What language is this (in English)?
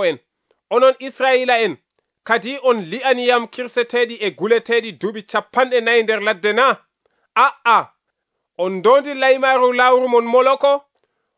Nigerian Fulfulde